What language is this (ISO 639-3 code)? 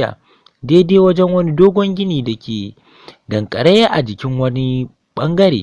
hau